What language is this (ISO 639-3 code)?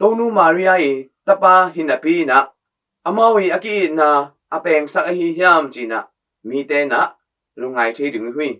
ctd